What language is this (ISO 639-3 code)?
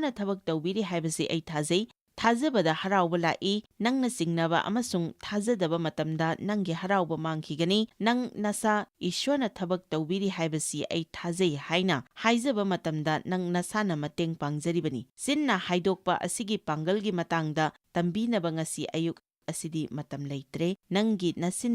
mni